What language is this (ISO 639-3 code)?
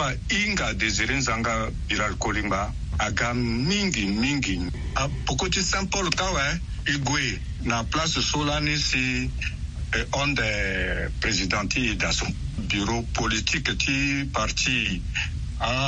sag